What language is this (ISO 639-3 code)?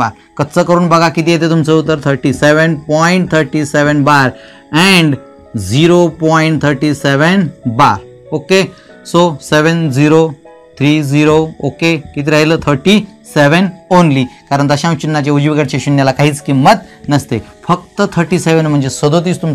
mar